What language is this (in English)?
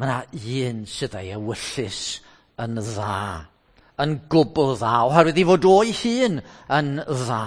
Welsh